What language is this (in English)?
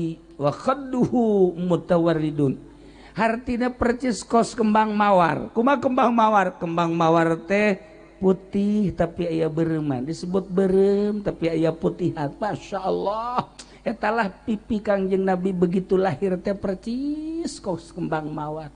Sundanese